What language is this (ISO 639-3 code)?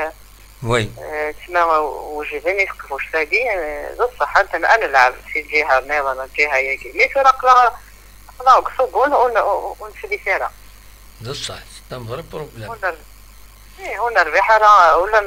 kab